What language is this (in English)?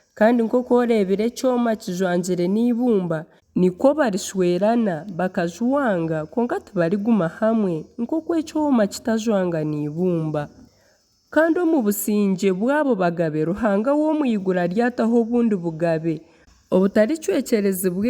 Nyankole